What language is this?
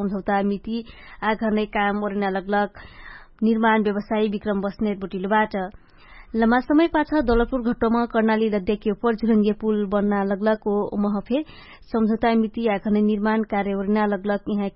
Dangaura Tharu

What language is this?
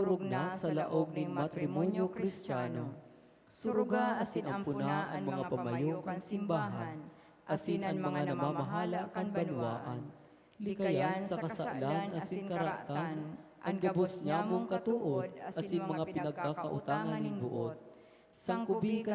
Bikol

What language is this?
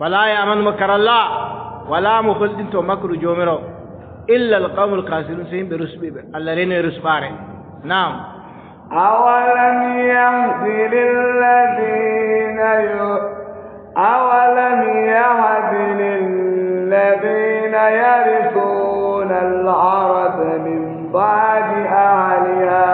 Adamawa Fulfulde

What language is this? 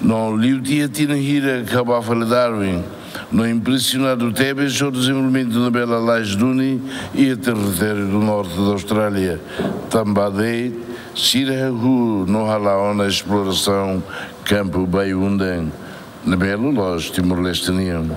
Tetum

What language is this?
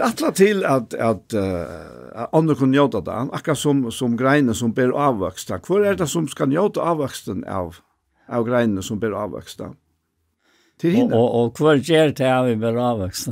Faroese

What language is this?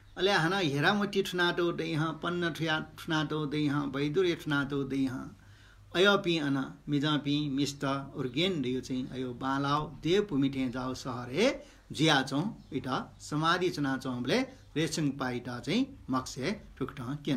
Newari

